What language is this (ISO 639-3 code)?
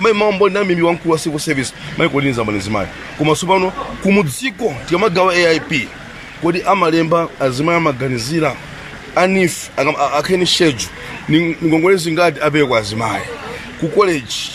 nya